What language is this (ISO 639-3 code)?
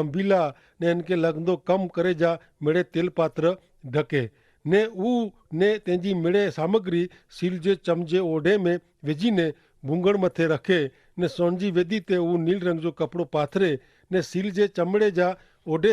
kfr